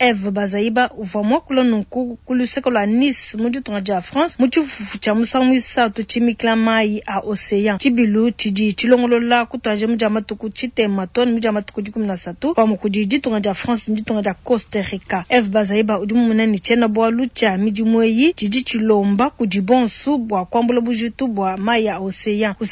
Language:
Luba-Lulua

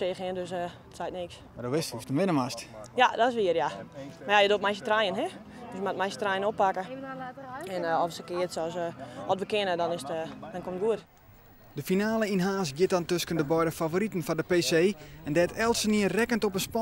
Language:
Western Frisian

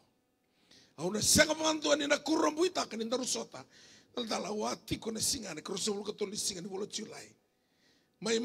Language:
Fijian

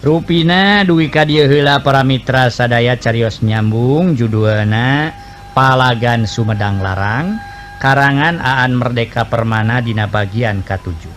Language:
Sundanese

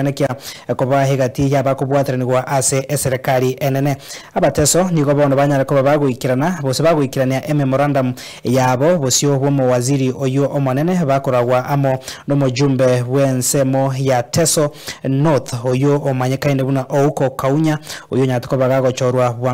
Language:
Gusii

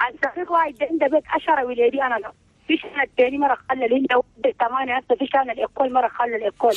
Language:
Chadian Arabic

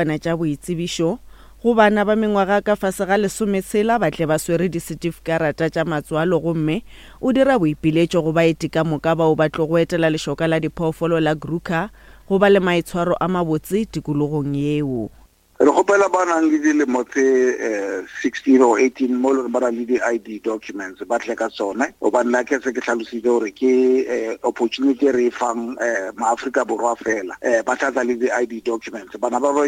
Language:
Northern Sotho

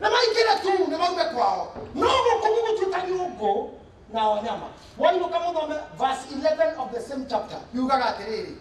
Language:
Kikuyu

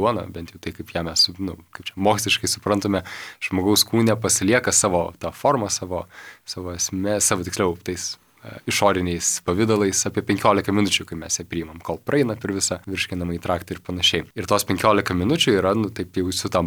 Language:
Lithuanian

